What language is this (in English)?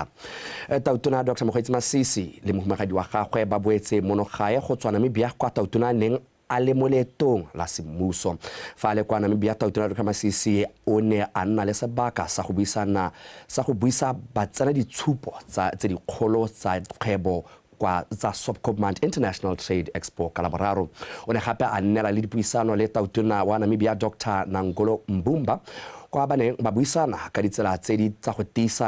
Tswana